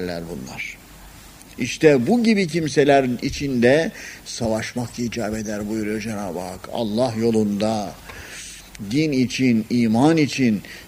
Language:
Turkish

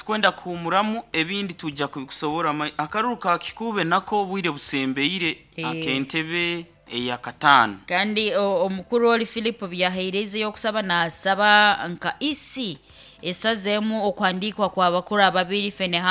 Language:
Nyankole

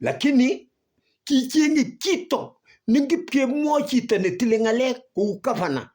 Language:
Kalenjin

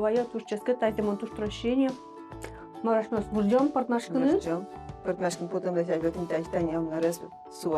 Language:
Udmurt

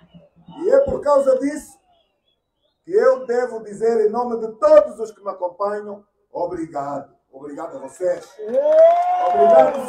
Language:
Portuguese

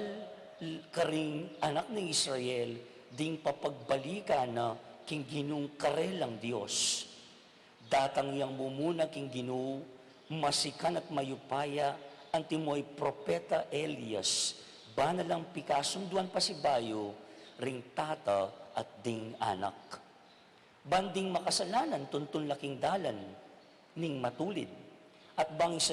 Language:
Pampanga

